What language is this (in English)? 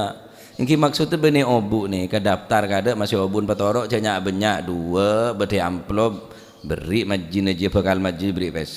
Madurese